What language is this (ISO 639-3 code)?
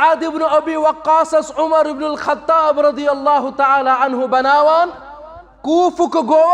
kas